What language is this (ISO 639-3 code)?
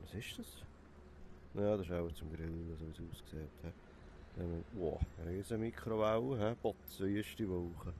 gsw